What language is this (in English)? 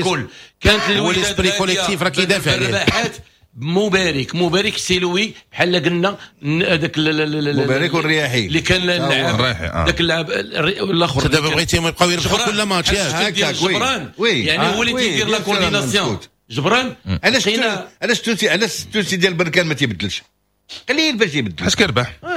Moroccan Arabic